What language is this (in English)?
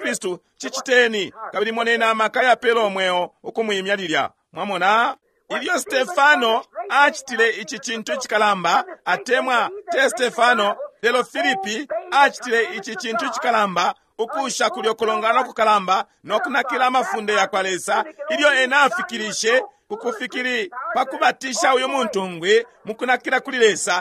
Bemba